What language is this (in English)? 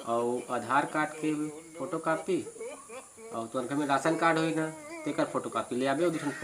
Chhattisgarhi